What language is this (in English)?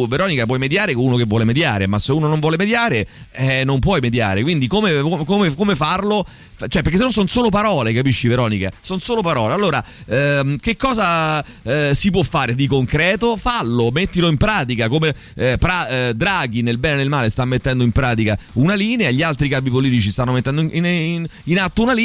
Italian